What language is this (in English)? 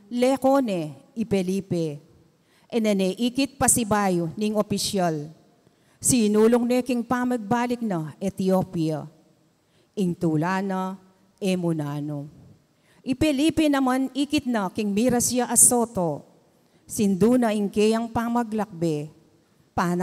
Pampanga